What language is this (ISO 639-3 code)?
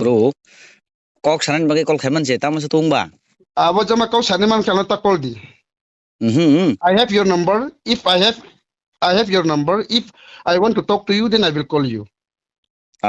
trp